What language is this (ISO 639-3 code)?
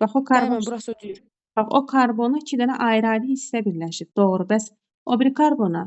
aze